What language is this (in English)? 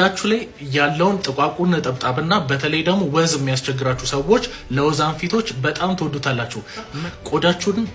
Amharic